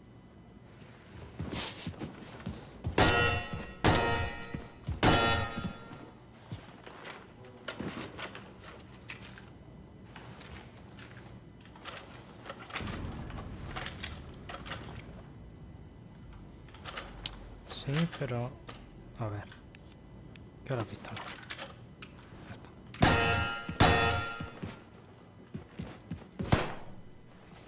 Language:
Spanish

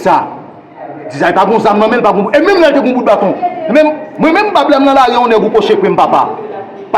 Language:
Haitian Creole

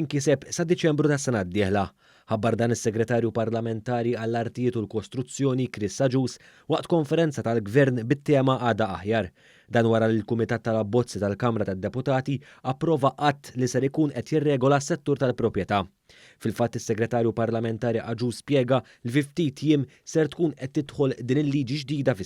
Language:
Maltese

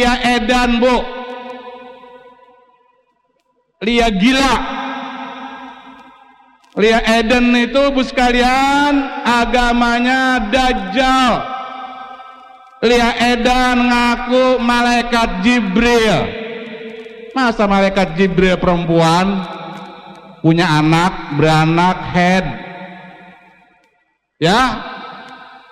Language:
Indonesian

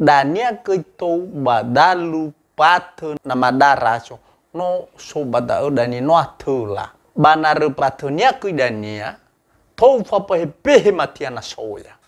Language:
Nias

